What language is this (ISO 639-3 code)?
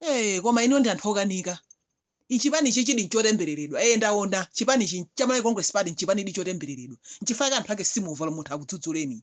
nya